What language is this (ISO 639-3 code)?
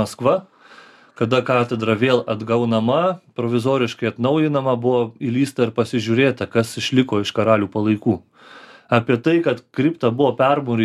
lit